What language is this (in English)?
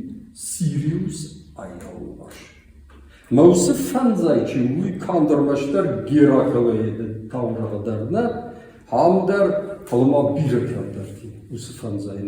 Ossetic